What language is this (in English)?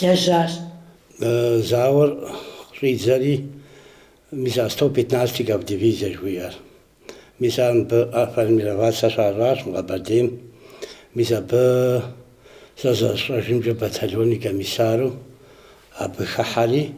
Kabardian